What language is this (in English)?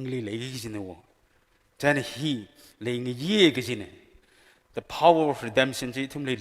Tangkhul Naga (India)